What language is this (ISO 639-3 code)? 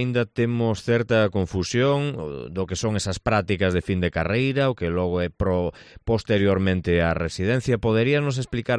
glg